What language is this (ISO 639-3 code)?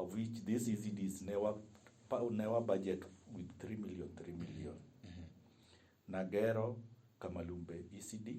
luo